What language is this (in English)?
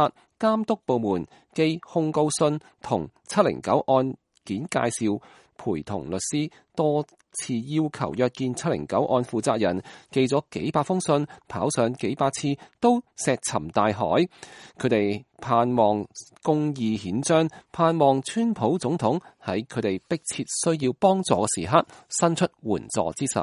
Cantonese